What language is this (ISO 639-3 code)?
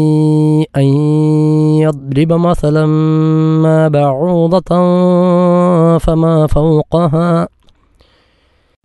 mal